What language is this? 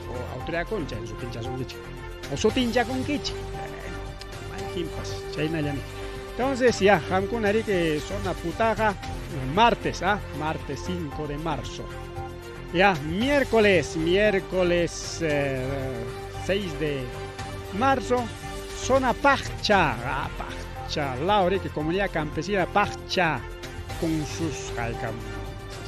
Ayacucho Quechua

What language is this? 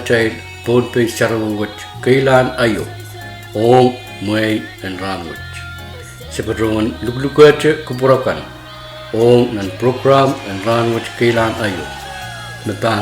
Pohnpeian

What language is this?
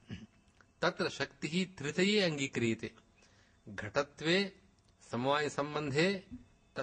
Sanskrit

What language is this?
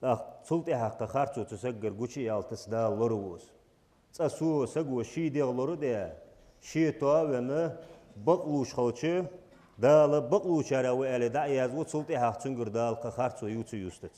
Ingush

